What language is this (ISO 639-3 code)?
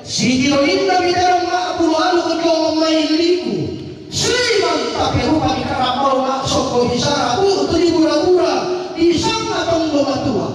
sda